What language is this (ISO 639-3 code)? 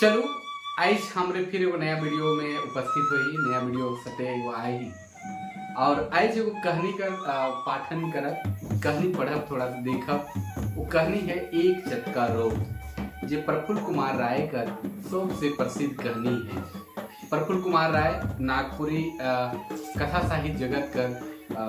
sck